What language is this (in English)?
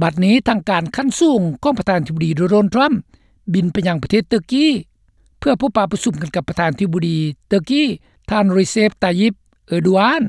Lao